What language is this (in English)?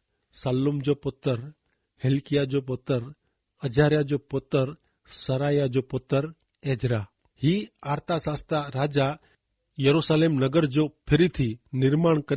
Kachhi